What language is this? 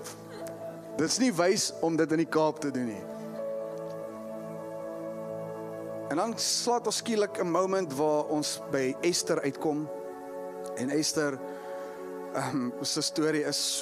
Afrikaans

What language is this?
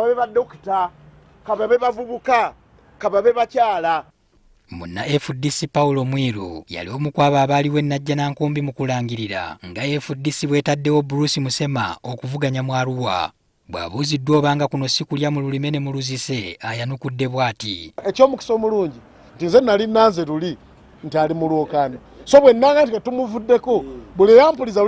Ganda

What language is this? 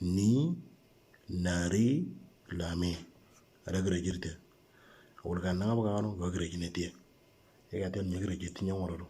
Moro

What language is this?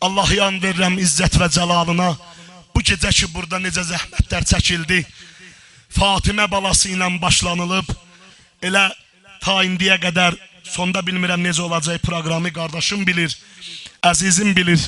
South Azerbaijani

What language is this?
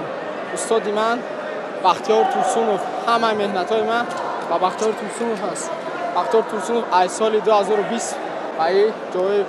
Tajik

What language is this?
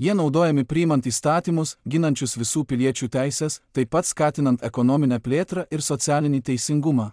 Lithuanian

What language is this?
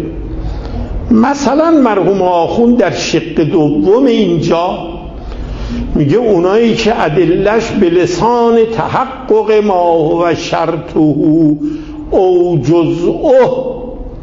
Persian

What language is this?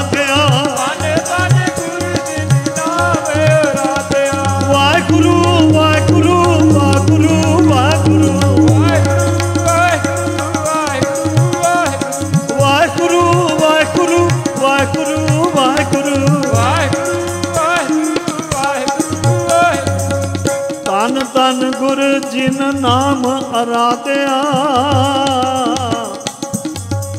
Punjabi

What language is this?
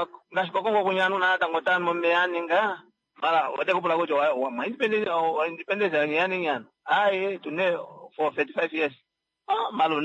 Kuanyama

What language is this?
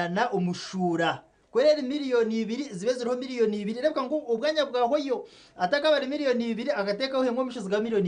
Nyankole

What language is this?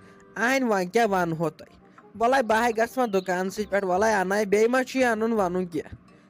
Kashmiri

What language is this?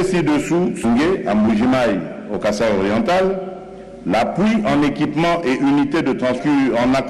French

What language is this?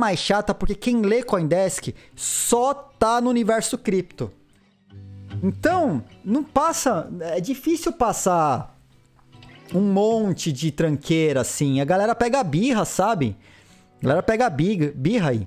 Portuguese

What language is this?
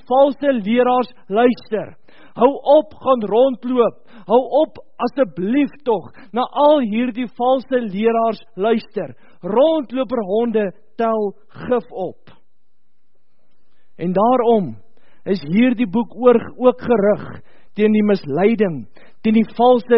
Afrikaans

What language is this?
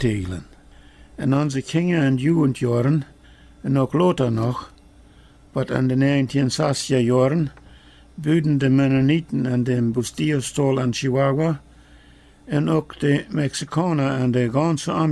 Plautdietsch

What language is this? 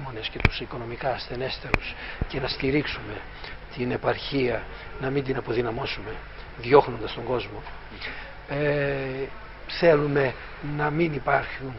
Greek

